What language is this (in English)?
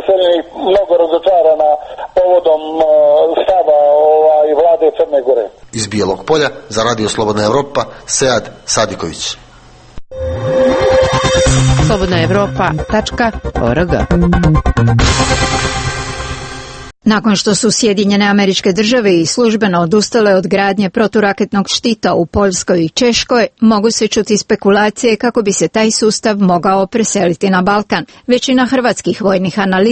Croatian